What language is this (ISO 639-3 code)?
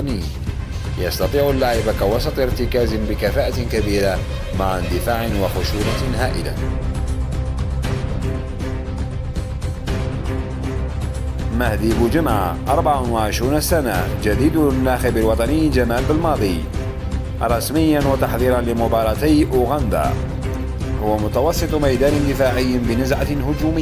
ara